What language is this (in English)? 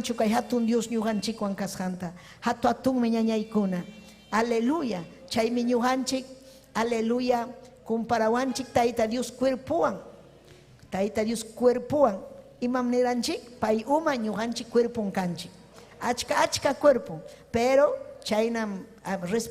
Ayacucho Quechua